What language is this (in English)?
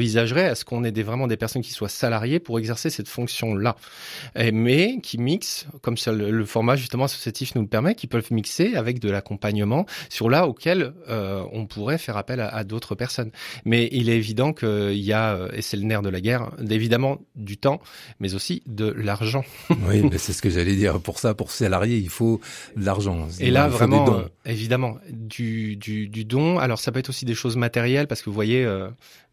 French